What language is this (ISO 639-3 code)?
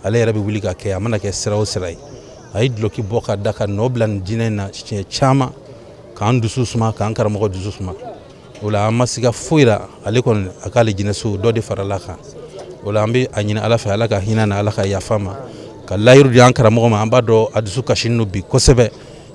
bam